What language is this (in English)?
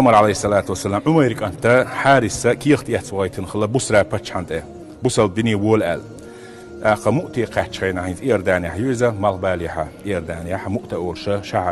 Chechen